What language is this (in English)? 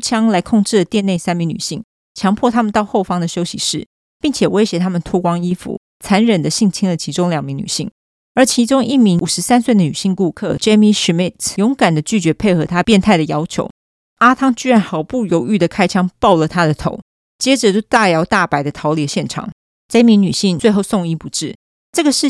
Chinese